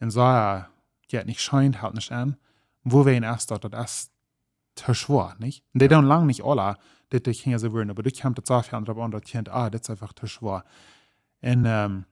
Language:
Plautdietsch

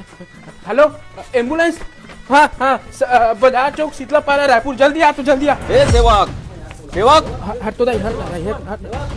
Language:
Chhattisgarhi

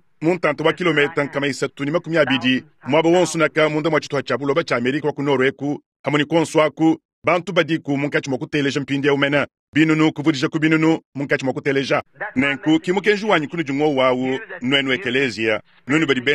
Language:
Luba-Lulua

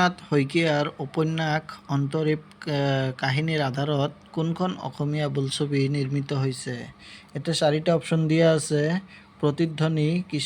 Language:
Assamese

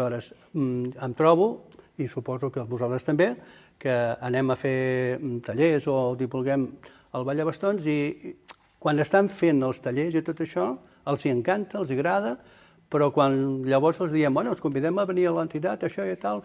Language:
Catalan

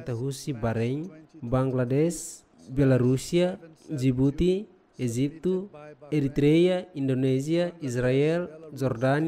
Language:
Tetum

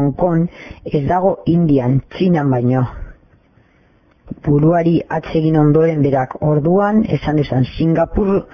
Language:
Basque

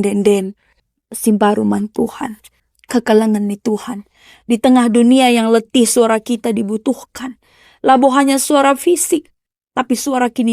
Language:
Batak Karo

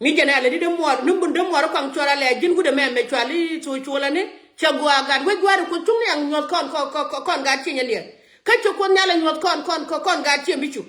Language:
Nuer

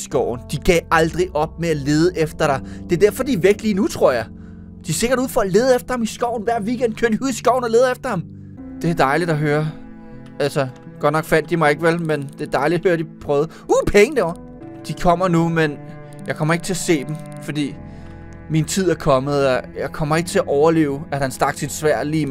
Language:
Danish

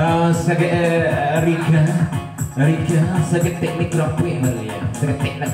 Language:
Minangkabau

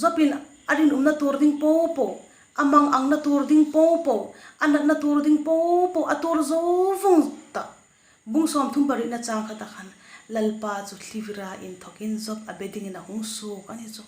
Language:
Hmar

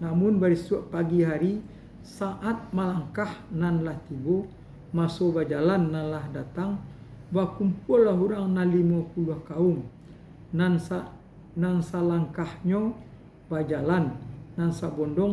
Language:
Minangkabau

